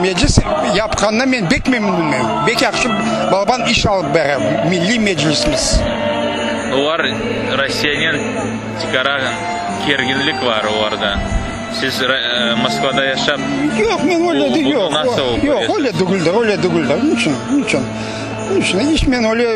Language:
Crimean Tatar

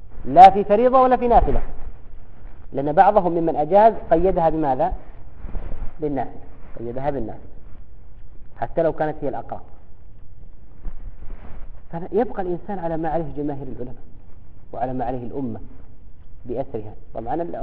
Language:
Arabic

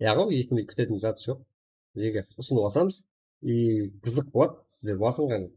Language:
Kara-Kalpak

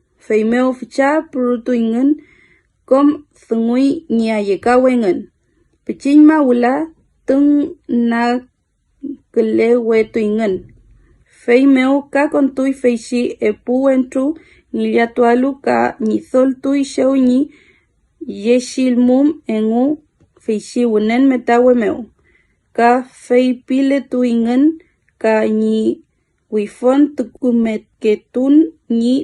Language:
Mapuche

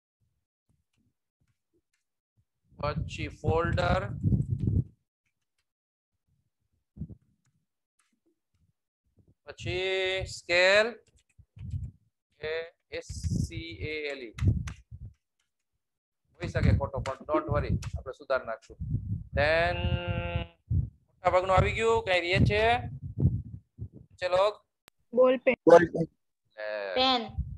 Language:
Gujarati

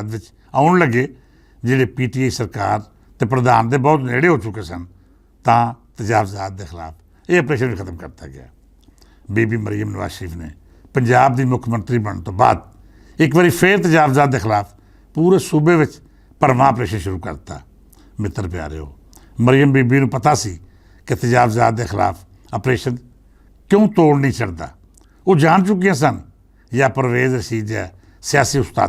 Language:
Western Panjabi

